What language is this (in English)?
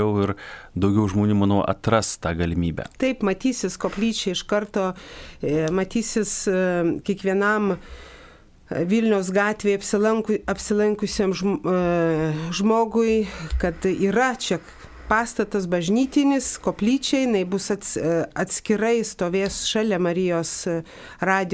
Lithuanian